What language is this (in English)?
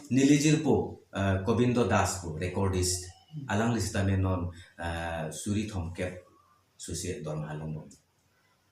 Karbi